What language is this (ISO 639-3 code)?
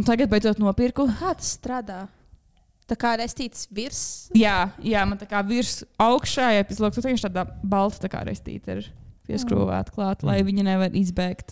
lav